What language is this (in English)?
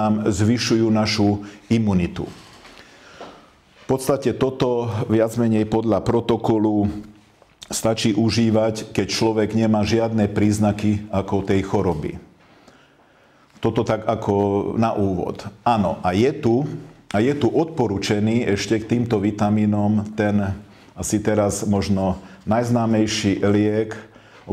Slovak